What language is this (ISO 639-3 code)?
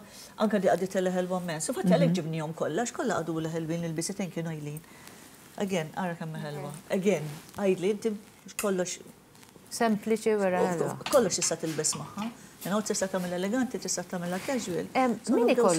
mlt